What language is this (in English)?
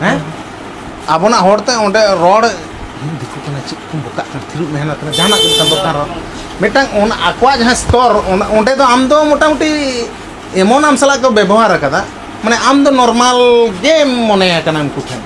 Santali